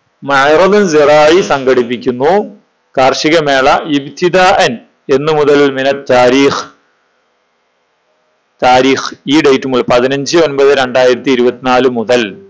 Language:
Malayalam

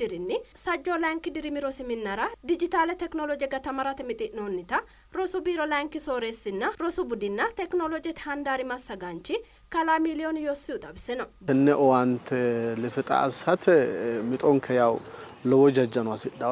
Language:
Sidamo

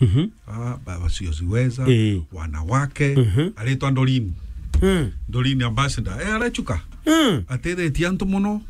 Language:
Meru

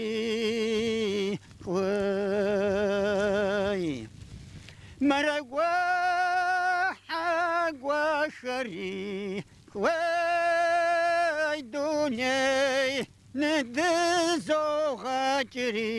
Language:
Kabardian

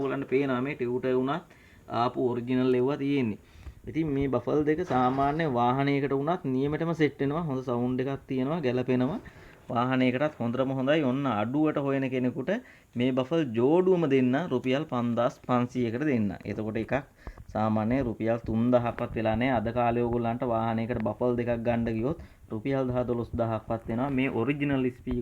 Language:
Sinhala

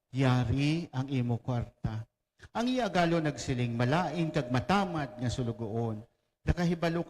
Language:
Hiligaynon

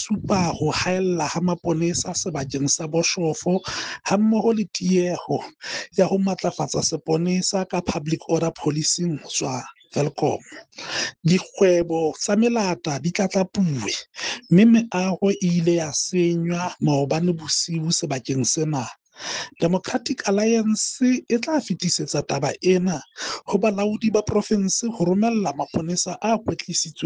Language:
Southern Sotho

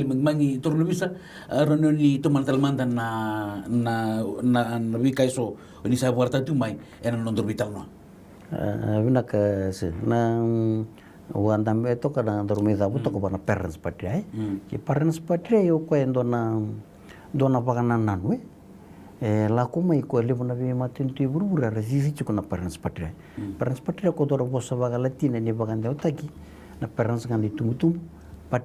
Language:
Fijian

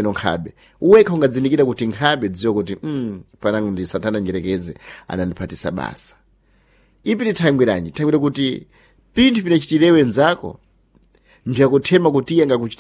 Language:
Sena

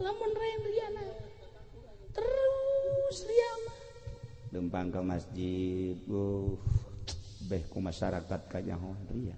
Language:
Sundanese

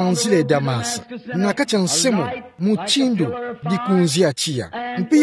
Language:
Kituba (Democratic Republic of Congo)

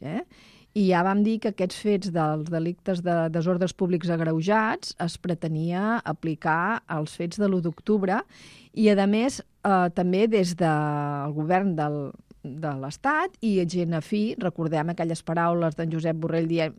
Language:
Catalan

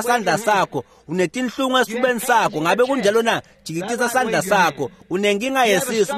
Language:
Swati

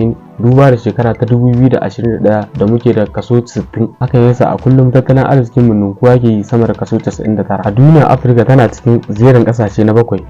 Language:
Hausa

